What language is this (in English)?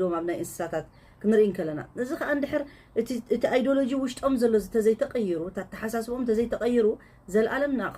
Tigrinya